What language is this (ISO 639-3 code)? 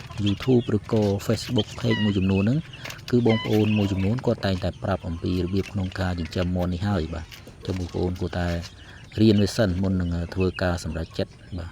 khm